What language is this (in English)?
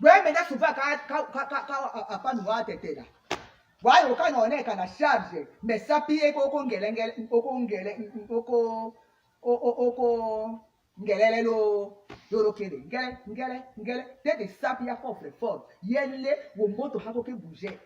Tetela